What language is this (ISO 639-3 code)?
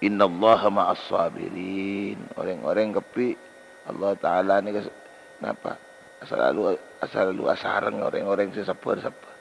mad